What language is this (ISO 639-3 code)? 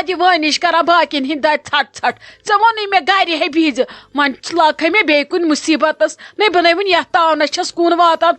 kas